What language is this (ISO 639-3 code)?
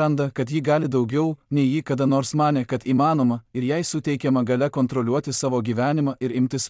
lit